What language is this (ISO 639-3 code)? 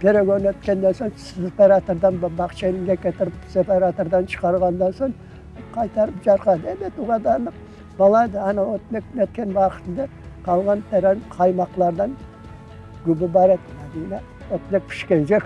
crh